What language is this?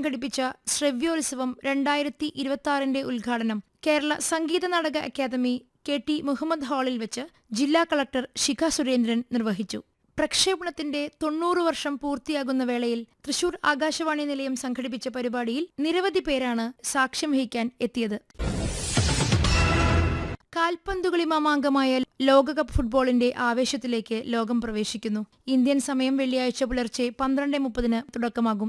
Malayalam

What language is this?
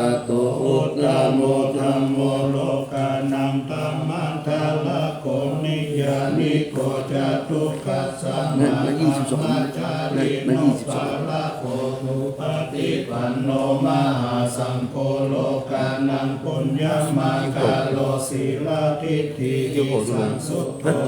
Pali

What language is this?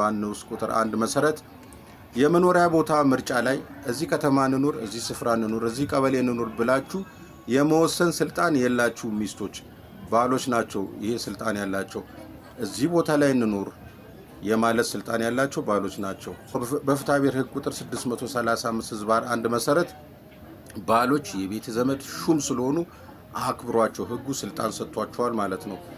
Amharic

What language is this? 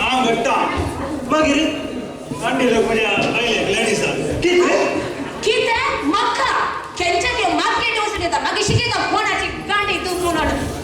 Konkani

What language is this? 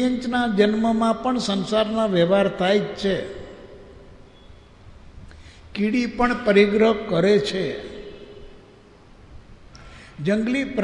Gujarati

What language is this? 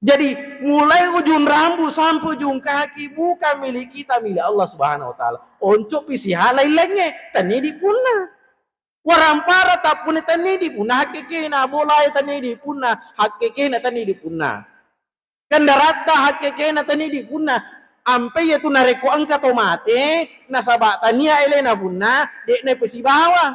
Buginese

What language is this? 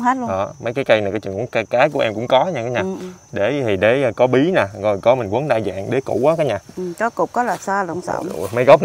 Vietnamese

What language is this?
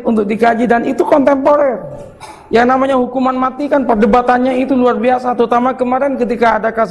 Indonesian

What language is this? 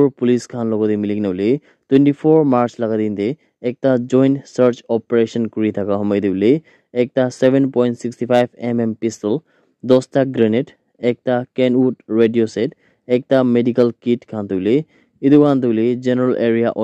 Naga Pidgin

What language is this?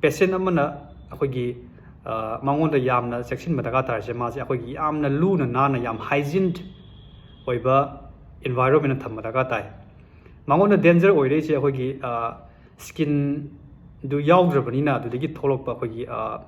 Manipuri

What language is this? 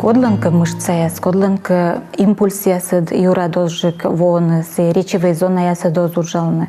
Komi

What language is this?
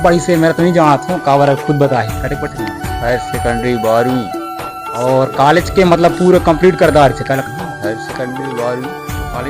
Chhattisgarhi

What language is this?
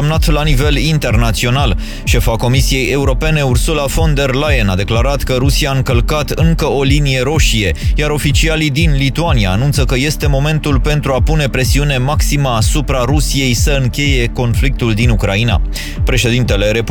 Romanian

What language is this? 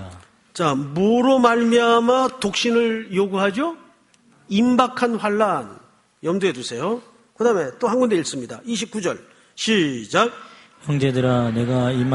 Korean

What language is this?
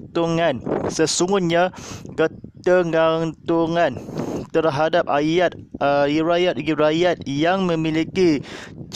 Malay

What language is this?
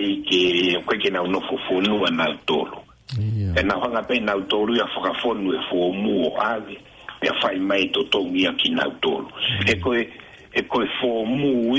Tongan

